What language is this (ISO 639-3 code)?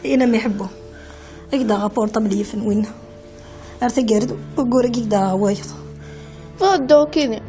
kab